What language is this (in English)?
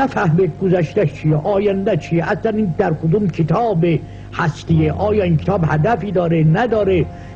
Persian